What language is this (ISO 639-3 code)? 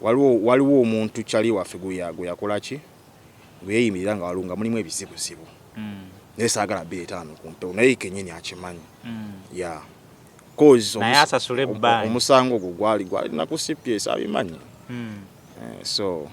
lug